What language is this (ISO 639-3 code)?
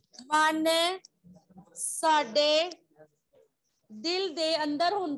pan